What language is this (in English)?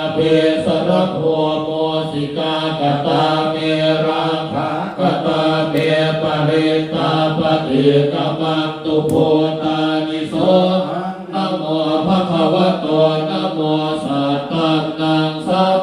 Pali